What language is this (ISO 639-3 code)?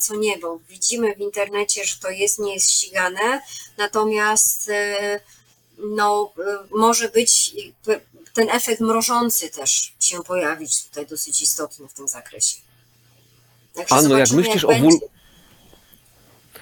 pol